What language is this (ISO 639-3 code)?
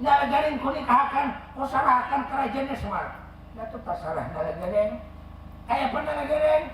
bjn